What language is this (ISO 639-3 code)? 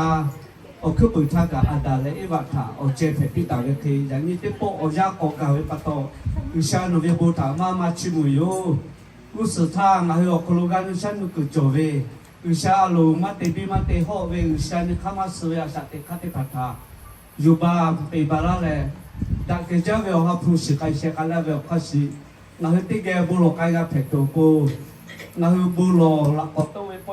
lhu